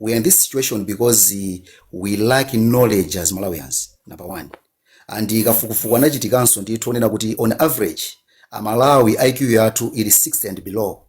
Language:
Nyanja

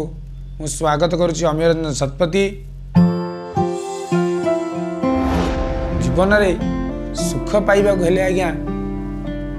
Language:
Odia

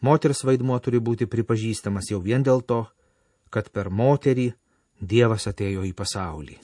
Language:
Lithuanian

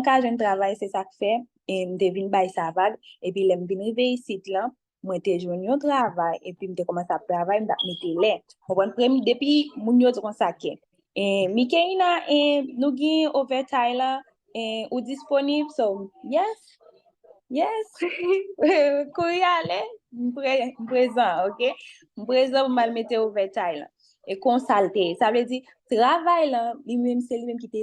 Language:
Haitian Creole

